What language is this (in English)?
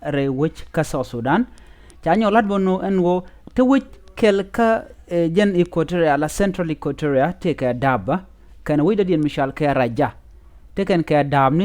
Nuer